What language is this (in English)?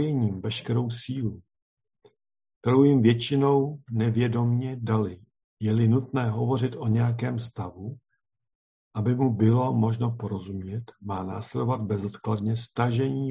Czech